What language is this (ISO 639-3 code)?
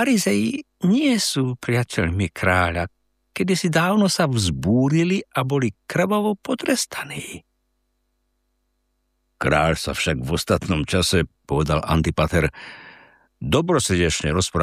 slk